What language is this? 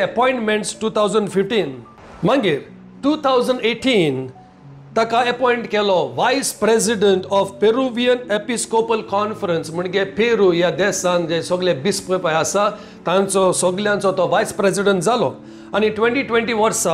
Konkani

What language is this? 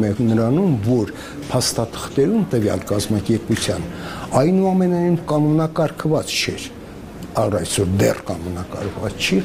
Armenian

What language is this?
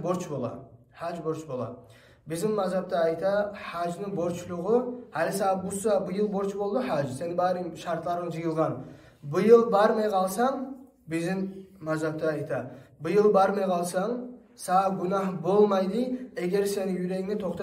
Kumyk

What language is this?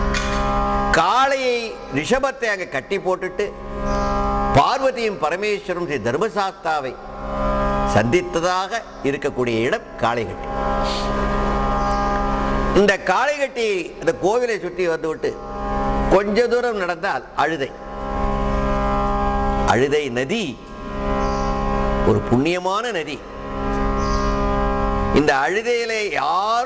Tamil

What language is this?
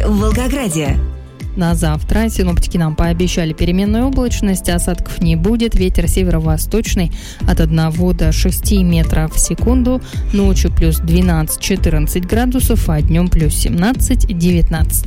Russian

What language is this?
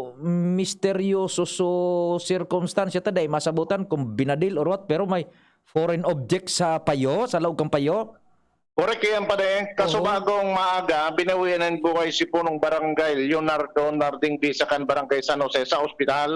Bikol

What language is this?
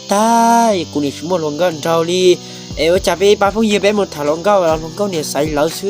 Hmong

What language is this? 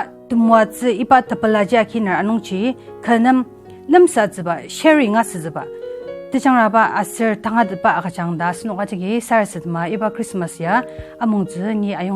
Ao Naga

